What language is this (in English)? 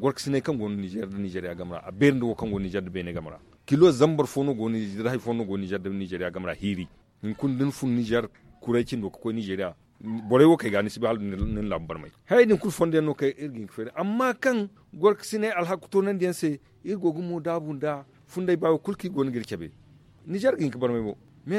Zarma